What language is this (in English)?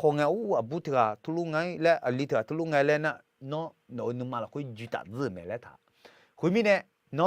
Akha